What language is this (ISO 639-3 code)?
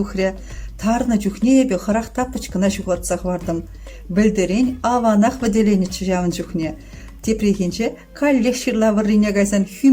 chv